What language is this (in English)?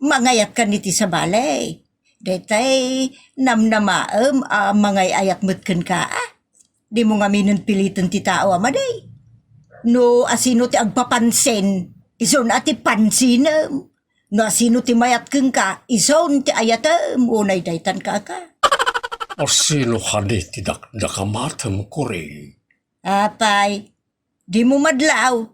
Iloko